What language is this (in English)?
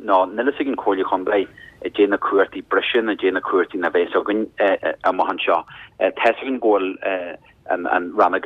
Irish